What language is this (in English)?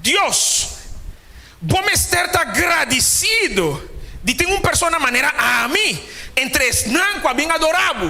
Papiamento